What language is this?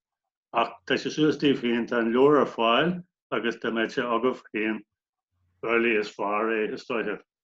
Irish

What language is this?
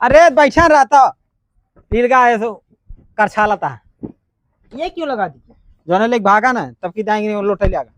Awadhi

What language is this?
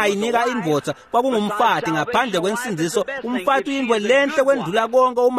Swati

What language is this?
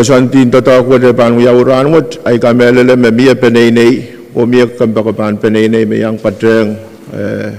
Pohnpeian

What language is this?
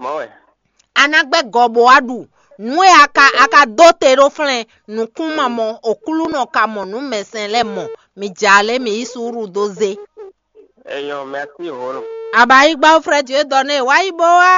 Fon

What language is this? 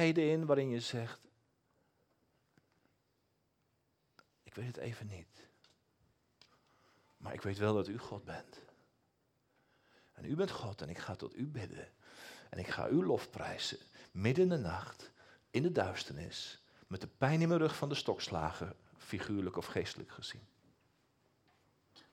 Dutch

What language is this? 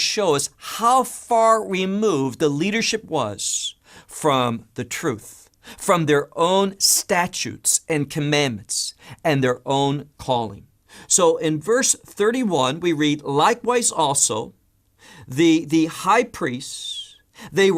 English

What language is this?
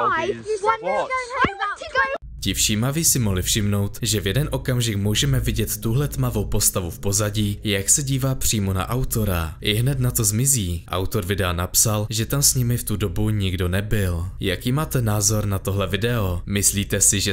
Czech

